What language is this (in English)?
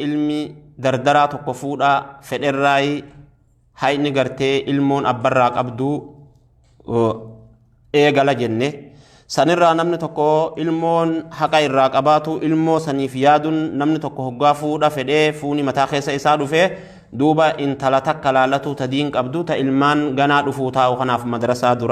Oromo